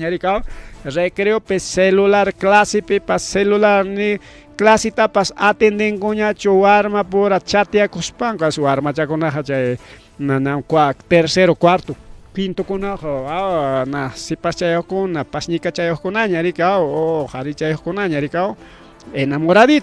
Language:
Ayacucho Quechua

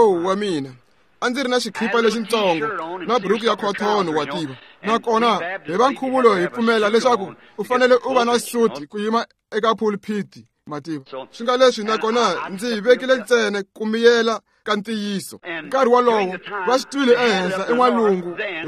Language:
Tsonga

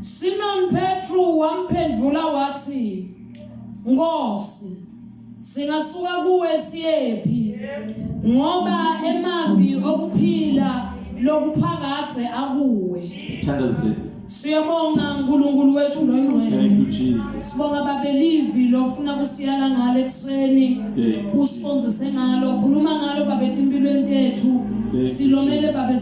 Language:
Zulu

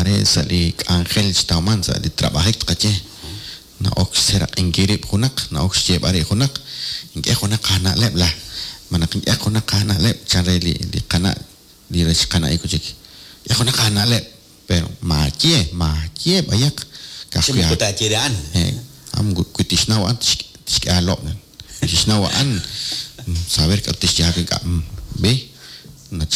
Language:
Kekchí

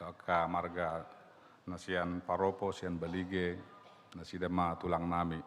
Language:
Batak Toba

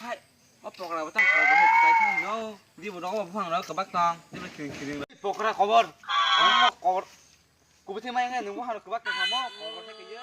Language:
Kok Borok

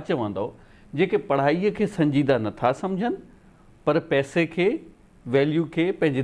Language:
Sindhi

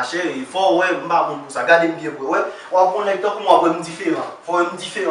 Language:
Haitian Creole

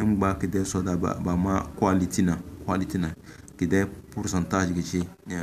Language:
Tem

